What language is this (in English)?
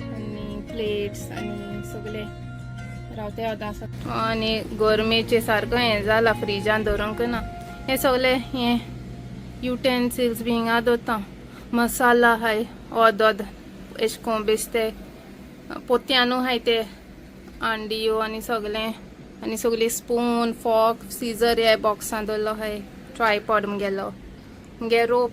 Konkani